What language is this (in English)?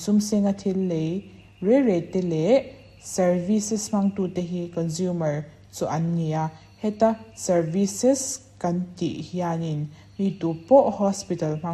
Mizo